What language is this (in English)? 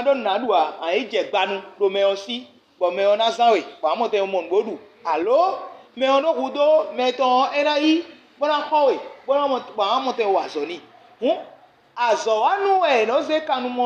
Fon